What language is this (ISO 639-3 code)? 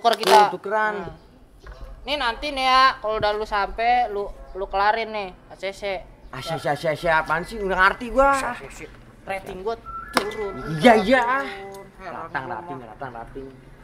bew